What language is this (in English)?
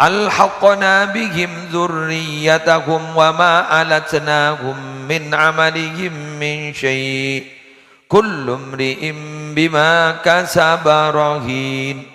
Madurese